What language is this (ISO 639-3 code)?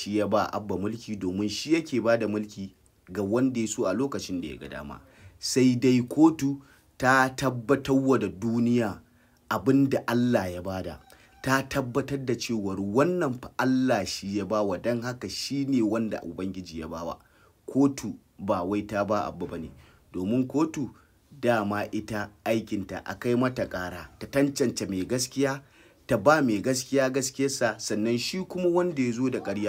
hau